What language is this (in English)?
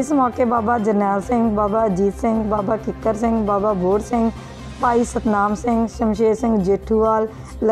Punjabi